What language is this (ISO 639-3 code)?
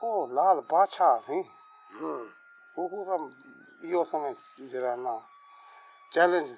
skr